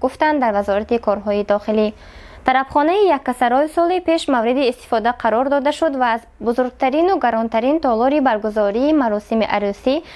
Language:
Tajik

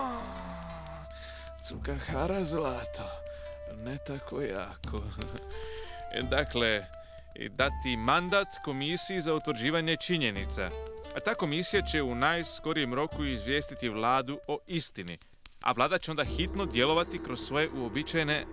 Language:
Croatian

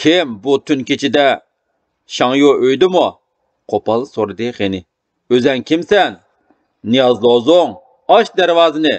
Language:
Uyghur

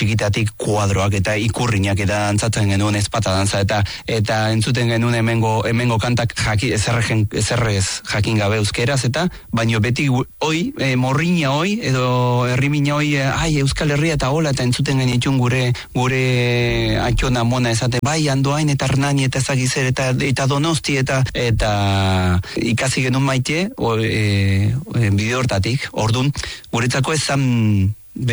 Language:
Basque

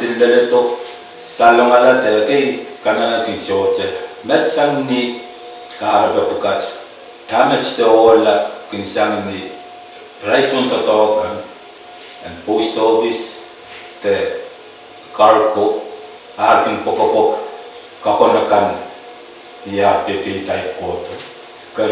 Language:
Pohnpeian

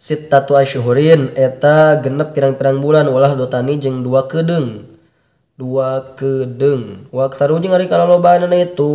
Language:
Sundanese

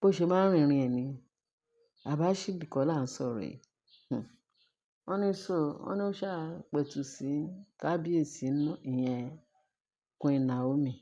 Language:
Yoruba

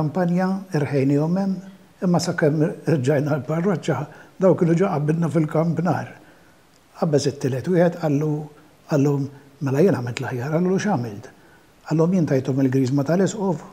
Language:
Maltese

